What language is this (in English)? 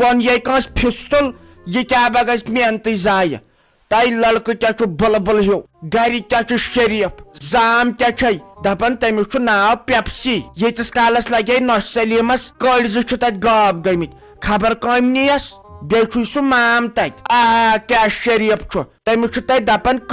Kashmiri